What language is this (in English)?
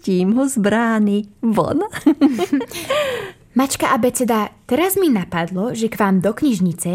Slovak